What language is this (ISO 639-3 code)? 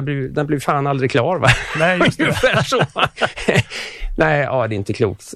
swe